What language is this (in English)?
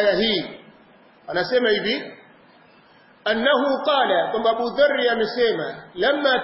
Swahili